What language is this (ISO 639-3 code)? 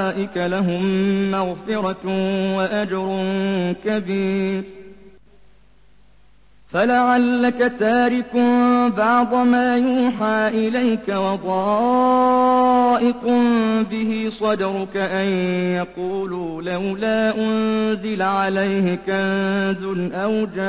ara